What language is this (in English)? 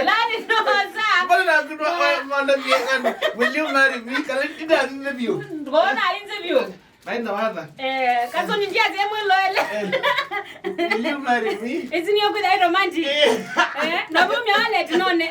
Kamba